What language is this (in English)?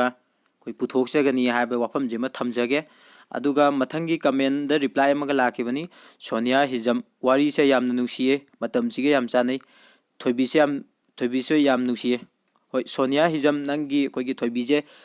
Manipuri